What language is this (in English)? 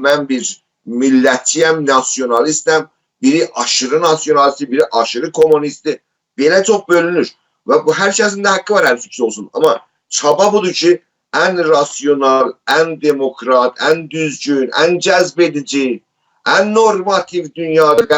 South Azerbaijani